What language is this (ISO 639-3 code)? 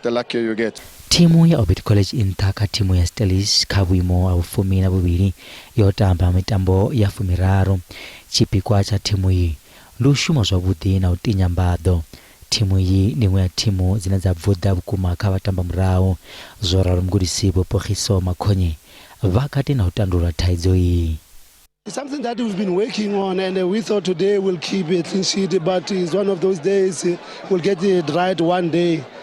ven